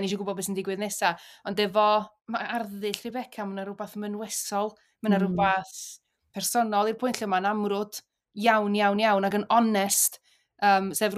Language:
Welsh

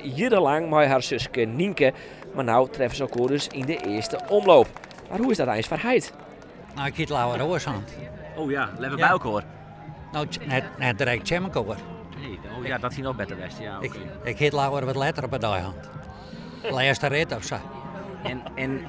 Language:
Western Frisian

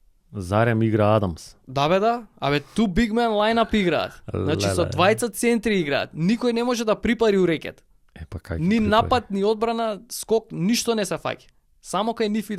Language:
Macedonian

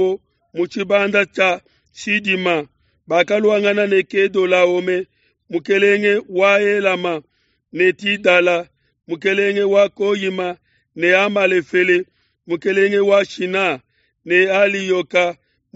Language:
Luba-Lulua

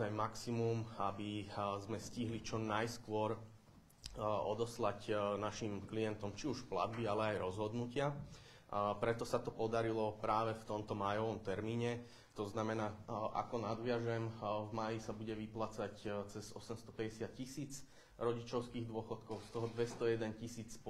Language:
Slovak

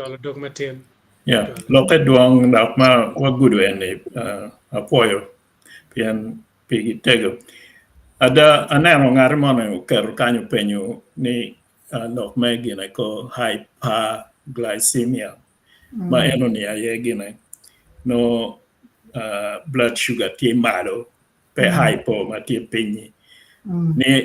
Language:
Acoli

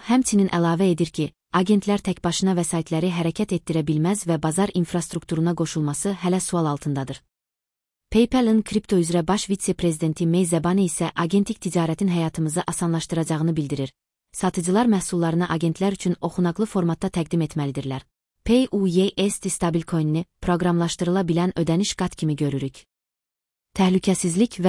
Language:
Azerbaijani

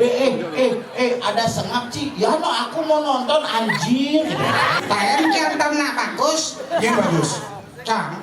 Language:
Balinese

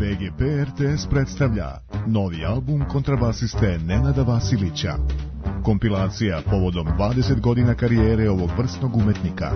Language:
Serbian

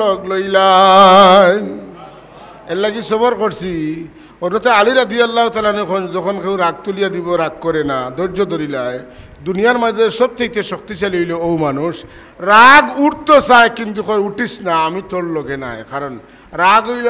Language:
Sylheti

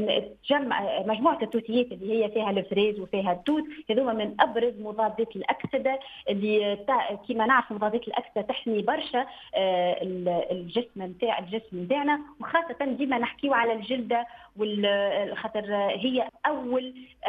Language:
Tunisian Arabic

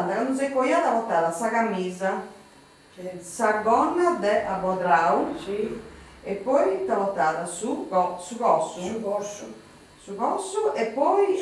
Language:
Sardinian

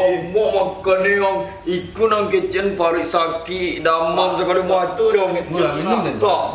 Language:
Minangkabau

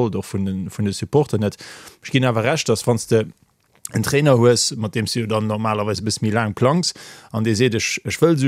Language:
Luxembourgish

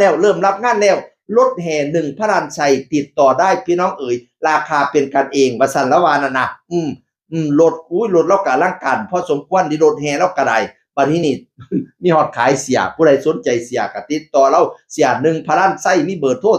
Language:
Northeastern Thai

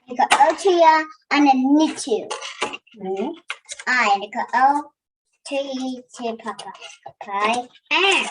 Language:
Māori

